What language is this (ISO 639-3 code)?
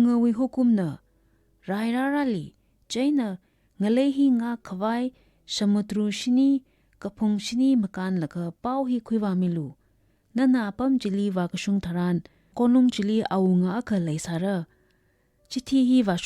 nmf